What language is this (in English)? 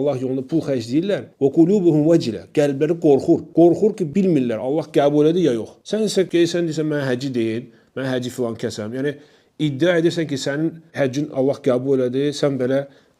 Azerbaijani